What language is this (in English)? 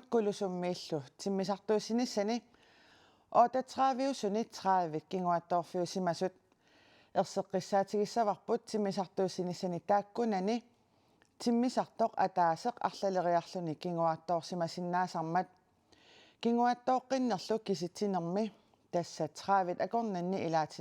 Kalaallisut